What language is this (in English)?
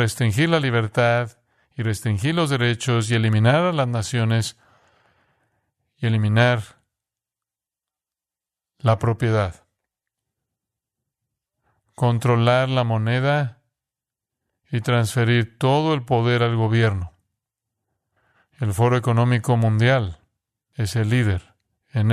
Spanish